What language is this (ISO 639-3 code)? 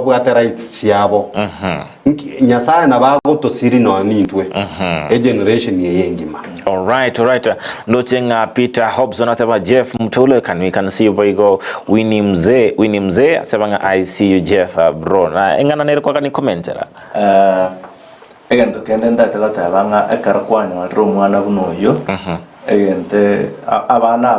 guz